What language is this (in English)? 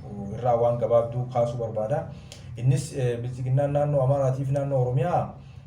Oromo